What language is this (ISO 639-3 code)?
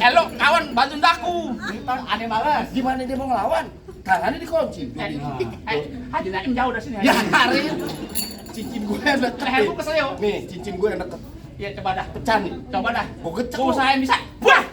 bew